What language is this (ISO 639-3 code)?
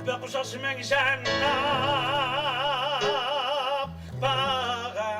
kal